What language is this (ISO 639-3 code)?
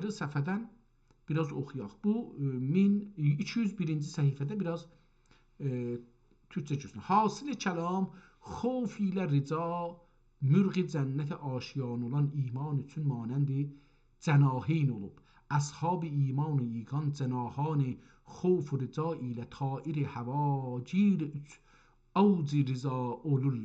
azb